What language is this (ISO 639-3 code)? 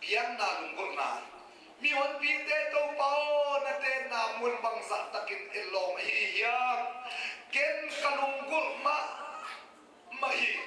ctd